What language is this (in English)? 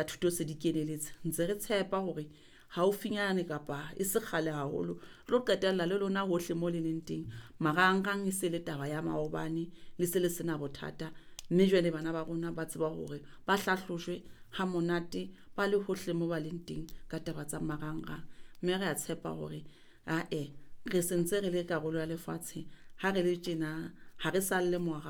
Southern Sotho